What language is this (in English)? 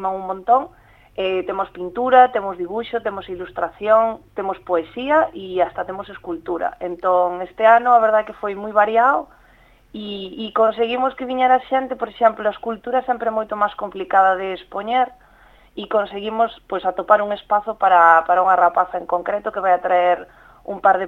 Galician